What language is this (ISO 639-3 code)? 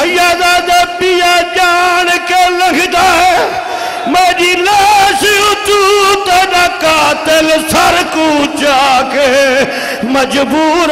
skr